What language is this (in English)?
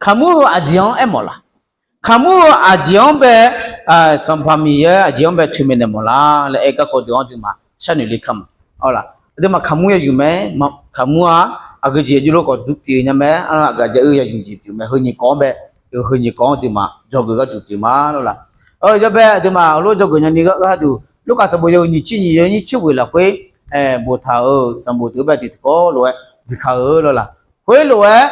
Akha